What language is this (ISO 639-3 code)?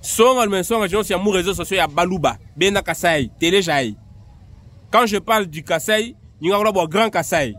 lua